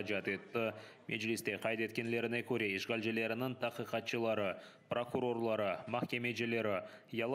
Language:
Crimean Tatar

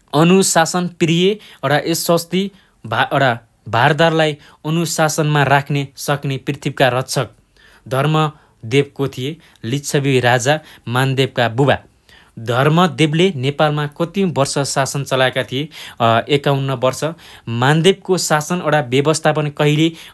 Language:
Nepali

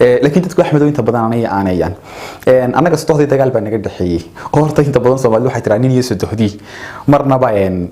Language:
Somali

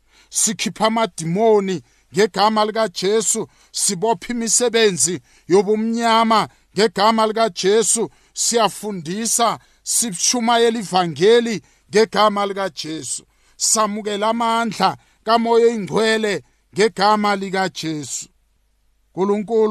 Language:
South Ndebele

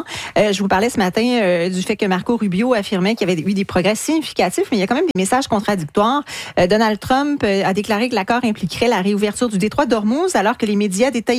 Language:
French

